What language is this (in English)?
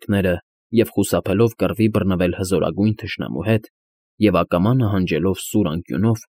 Armenian